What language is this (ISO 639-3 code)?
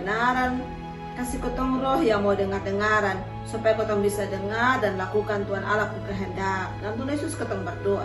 mkn